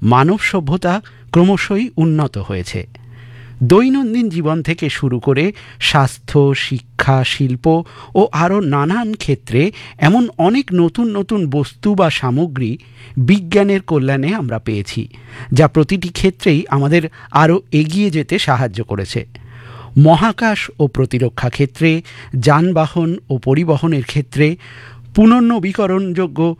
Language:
Bangla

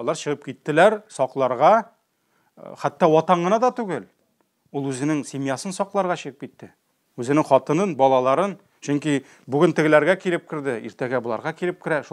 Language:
Tatar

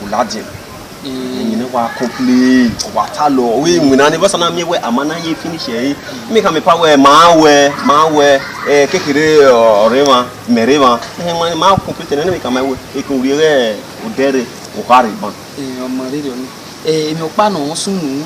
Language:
Bini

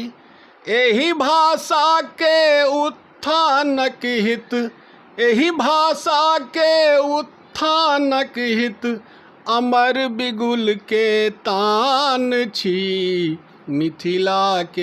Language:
Maithili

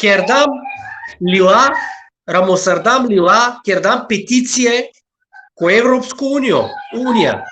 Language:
Balkan Romani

